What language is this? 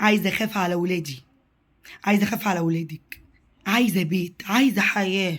Egyptian Arabic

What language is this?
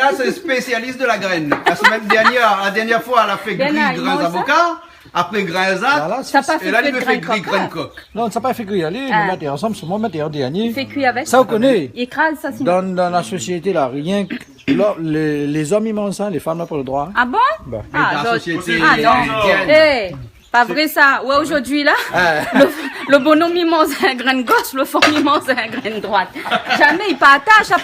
Réunion Creole French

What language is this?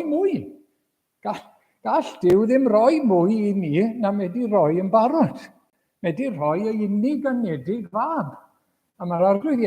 Welsh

